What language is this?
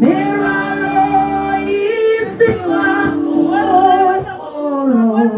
Tswana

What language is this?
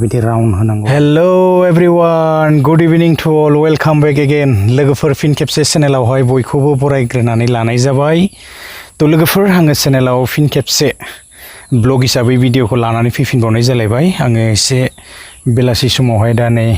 Bodo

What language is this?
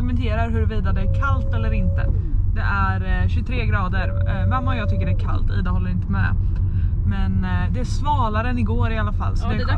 Swedish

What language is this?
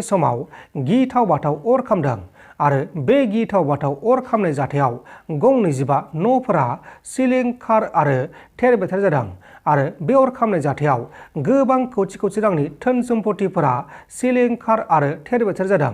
Bodo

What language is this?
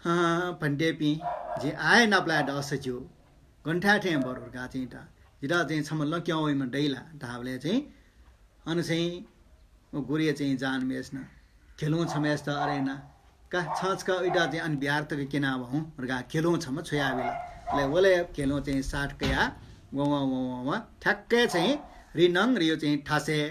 Newari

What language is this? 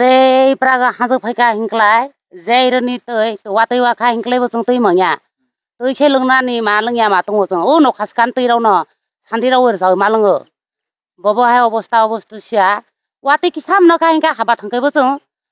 Kok Borok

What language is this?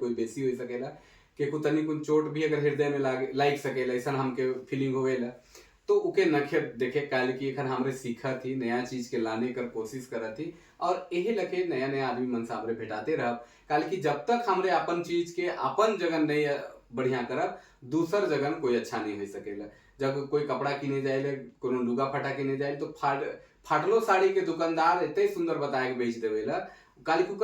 Sadri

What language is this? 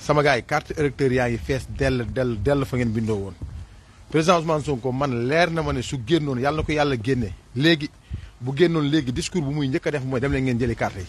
Wolof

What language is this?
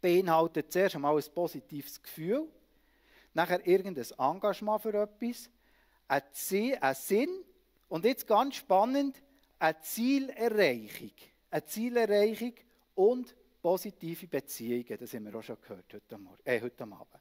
Swiss German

